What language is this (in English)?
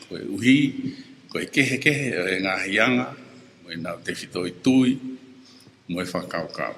Tongan